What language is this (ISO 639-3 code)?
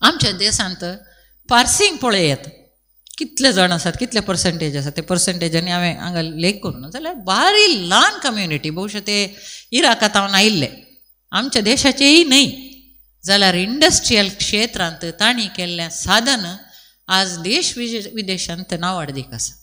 kok